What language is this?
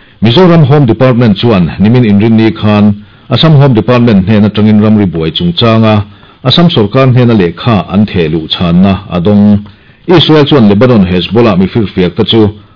Mizo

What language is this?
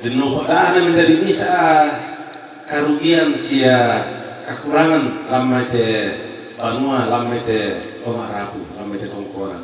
Toraja-Sa'dan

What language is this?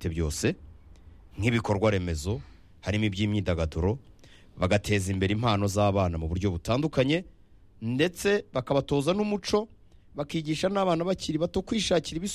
Kinyarwanda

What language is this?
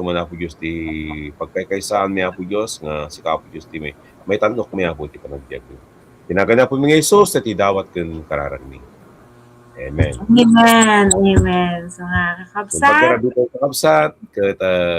Iloko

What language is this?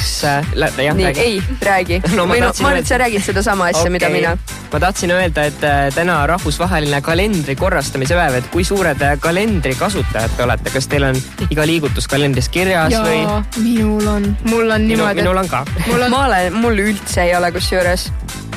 Estonian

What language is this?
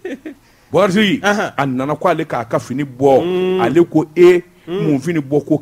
Bambara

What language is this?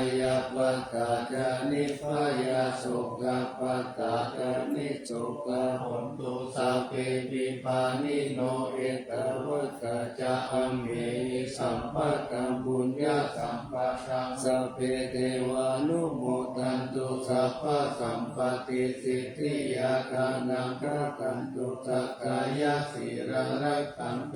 Pali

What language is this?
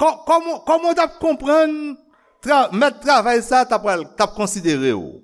Haitian Creole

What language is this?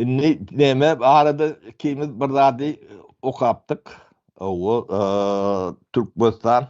Turkmen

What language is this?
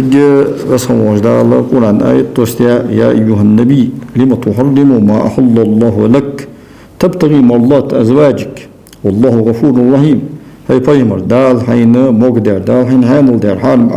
Ingush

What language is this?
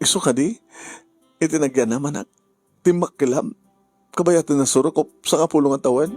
Iloko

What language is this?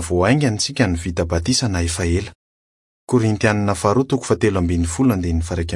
Malagasy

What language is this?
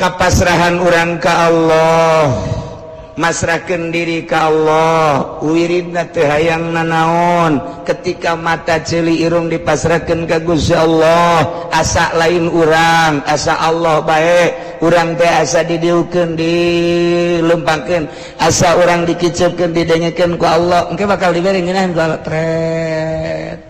Sundanese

